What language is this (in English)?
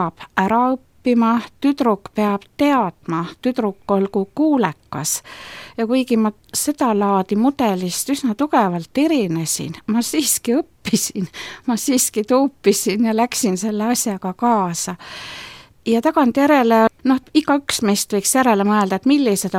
Estonian